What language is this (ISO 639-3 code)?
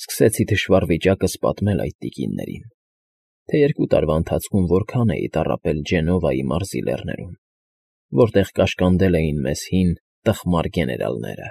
hye